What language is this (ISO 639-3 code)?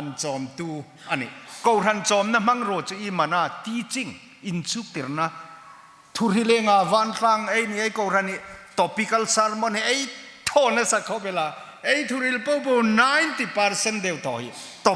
hmr